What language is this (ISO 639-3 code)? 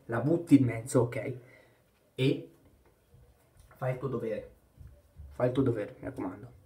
ita